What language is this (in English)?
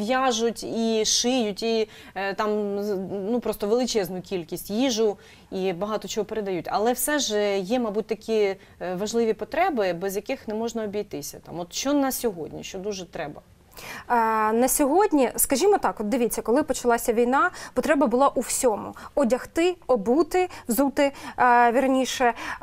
Ukrainian